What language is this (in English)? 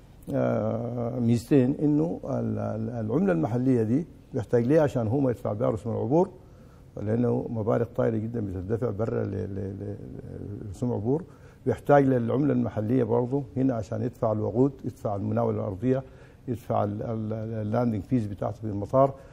Sudanese Arabic